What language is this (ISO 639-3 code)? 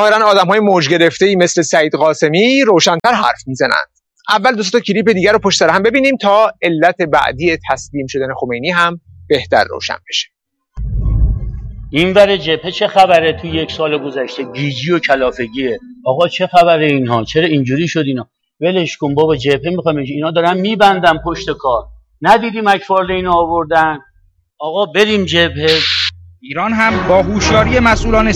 fas